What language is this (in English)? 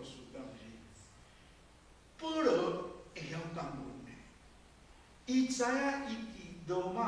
Min Nan Chinese